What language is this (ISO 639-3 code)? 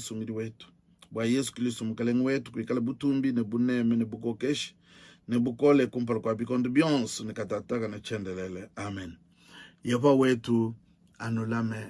lua